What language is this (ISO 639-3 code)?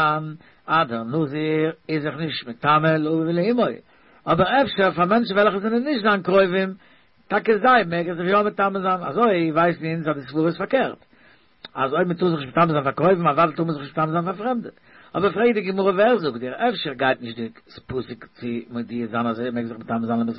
yid